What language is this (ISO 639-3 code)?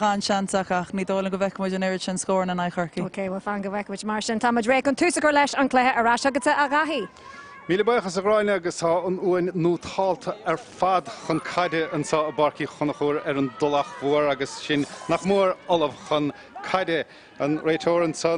gle